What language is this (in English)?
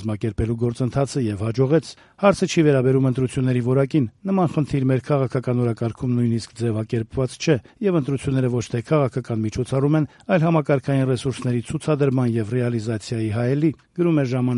Armenian